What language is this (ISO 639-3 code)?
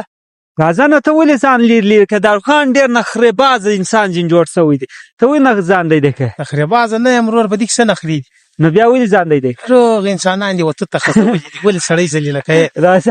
pus